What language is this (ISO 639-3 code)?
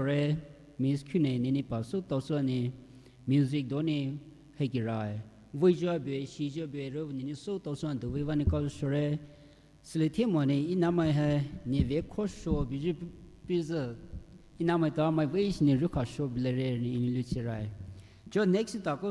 pmx